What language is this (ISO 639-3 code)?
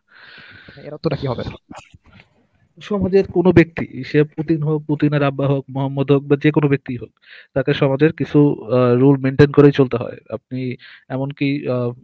ben